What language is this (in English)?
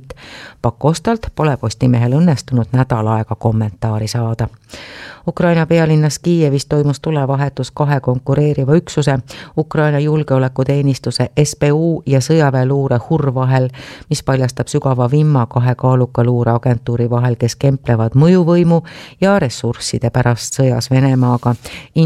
Estonian